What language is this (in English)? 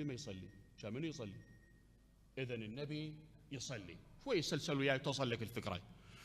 Mesopotamian Arabic